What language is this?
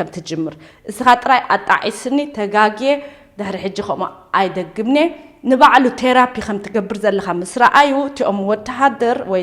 Tigrinya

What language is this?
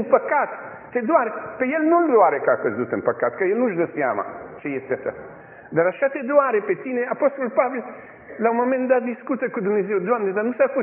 Romanian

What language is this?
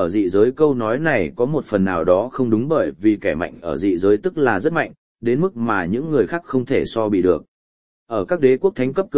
Vietnamese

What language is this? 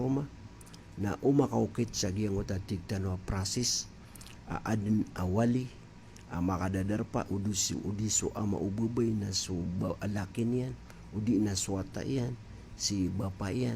Maranao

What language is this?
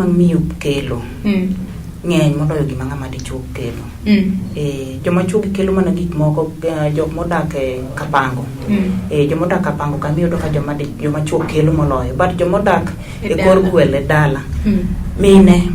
Luo (Kenya and Tanzania)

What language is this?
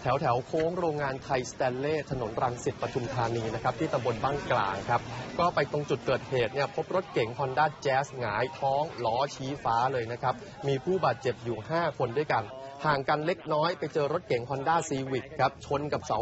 Thai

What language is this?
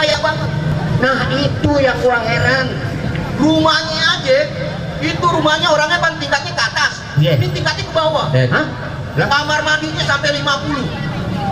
Betawi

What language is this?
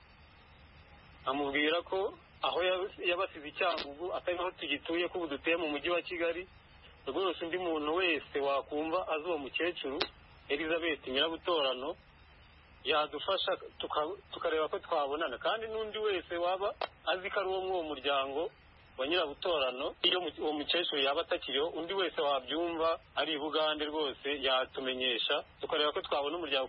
Kinyarwanda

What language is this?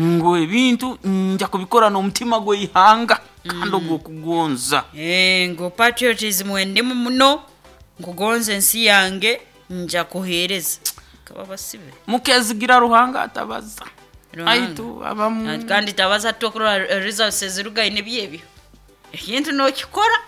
Nyoro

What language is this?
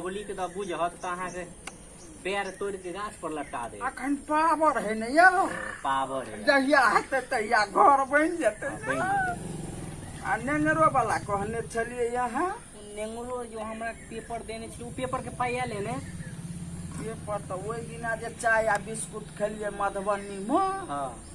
Maithili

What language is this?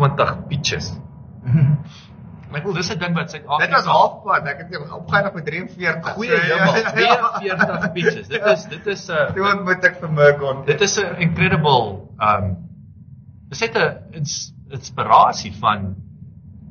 Afrikaans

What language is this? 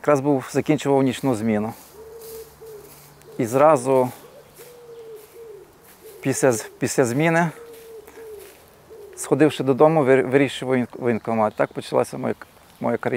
Ukrainian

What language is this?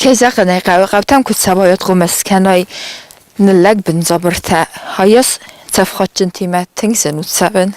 Ossetic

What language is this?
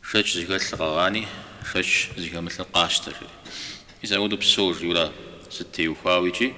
Kabardian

